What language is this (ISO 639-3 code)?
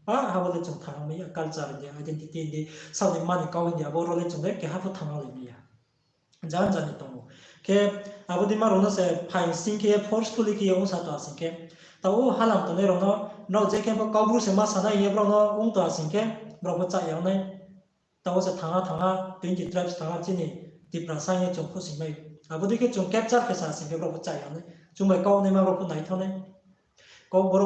ria